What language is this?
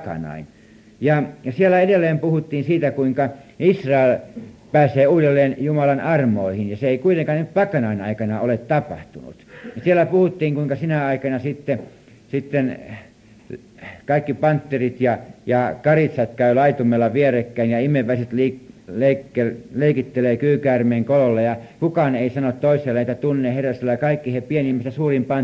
Finnish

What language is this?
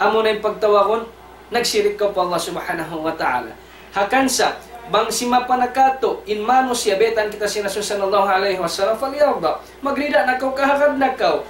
Tausug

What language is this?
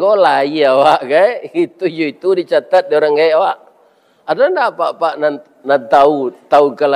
Minangkabau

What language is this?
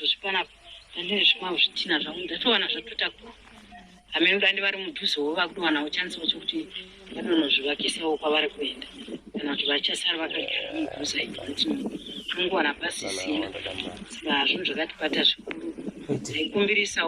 Shona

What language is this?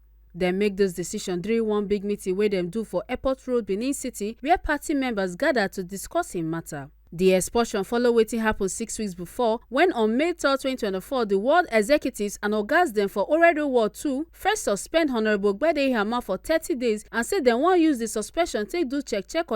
Nigerian Pidgin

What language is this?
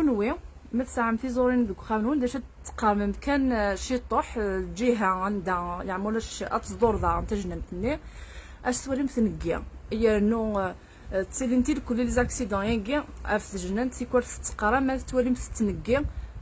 Kabyle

